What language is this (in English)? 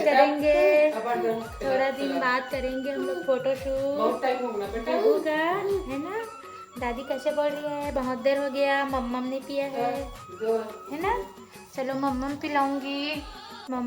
Chhattisgarhi